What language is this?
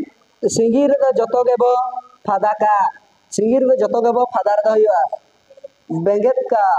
Santali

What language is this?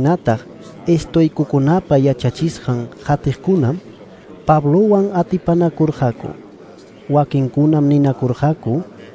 Ayacucho Quechua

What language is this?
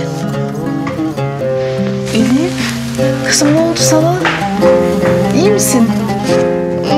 Turkish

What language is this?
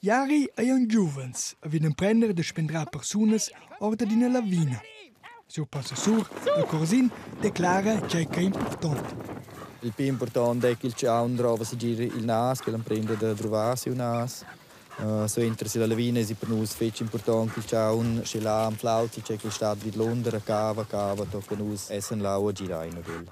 Romansh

